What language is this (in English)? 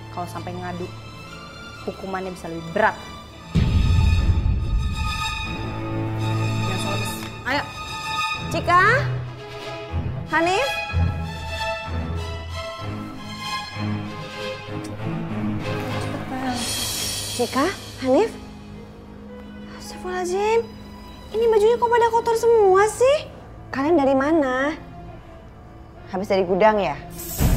Indonesian